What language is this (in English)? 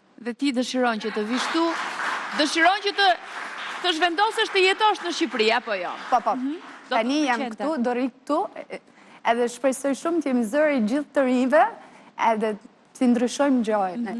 Albanian